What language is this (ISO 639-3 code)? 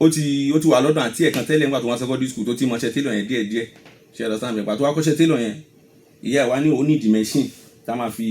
yor